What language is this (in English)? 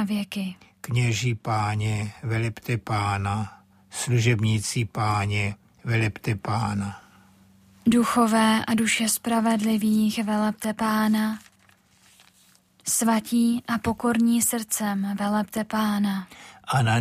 Czech